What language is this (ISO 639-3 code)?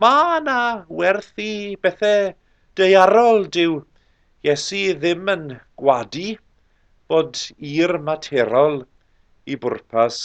cym